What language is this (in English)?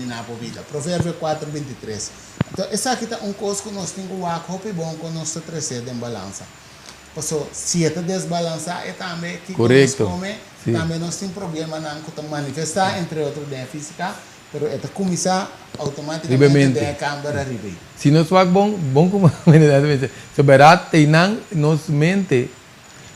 Papiamento